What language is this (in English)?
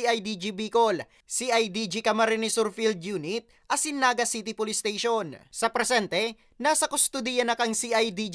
Bikol